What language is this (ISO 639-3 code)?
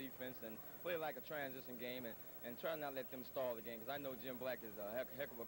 eng